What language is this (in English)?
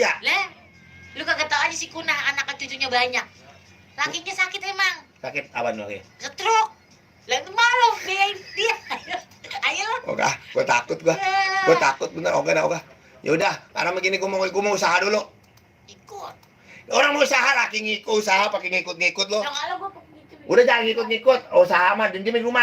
Betawi